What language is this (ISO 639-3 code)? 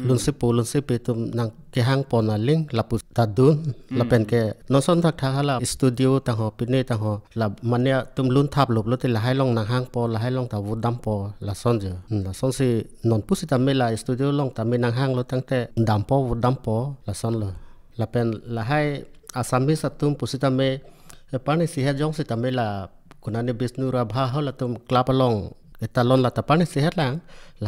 mjw